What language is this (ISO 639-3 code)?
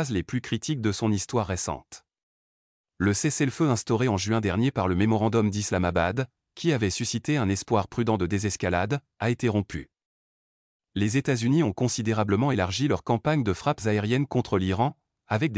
fra